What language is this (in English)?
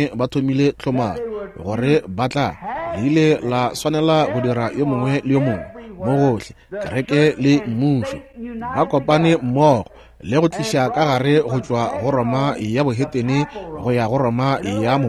Northern Sotho